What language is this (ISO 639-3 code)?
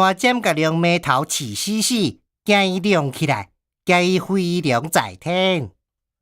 nan